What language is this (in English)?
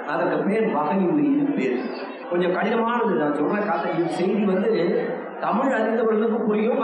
Tamil